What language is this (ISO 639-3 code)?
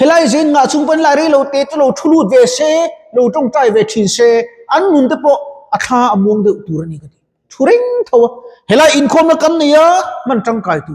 lus